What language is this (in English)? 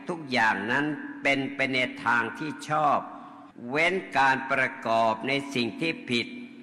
Thai